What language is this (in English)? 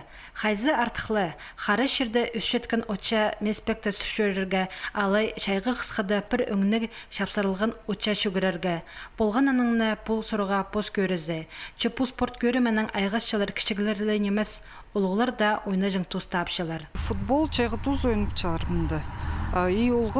Khakas